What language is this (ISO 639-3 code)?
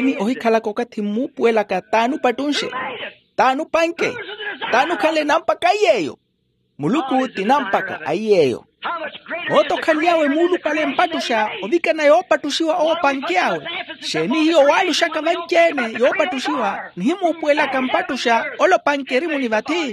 vmw